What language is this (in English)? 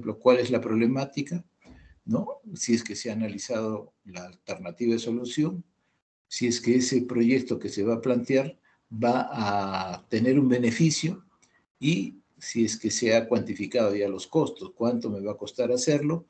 Spanish